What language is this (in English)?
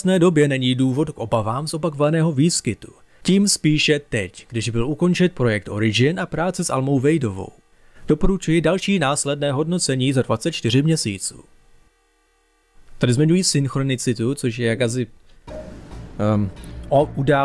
Czech